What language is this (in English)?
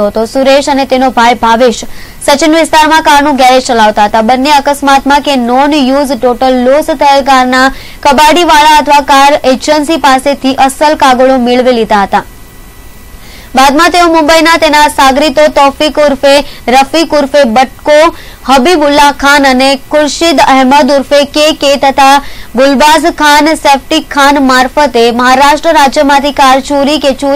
Gujarati